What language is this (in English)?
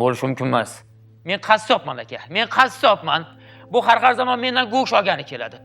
Uzbek